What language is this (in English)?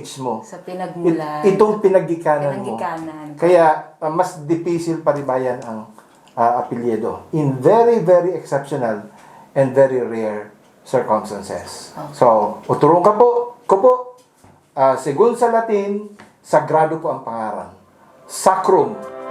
Bikol